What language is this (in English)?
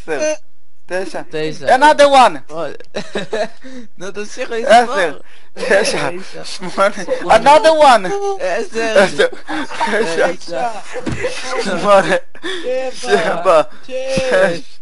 Hebrew